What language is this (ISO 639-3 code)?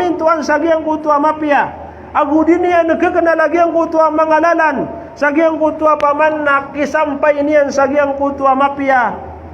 mrw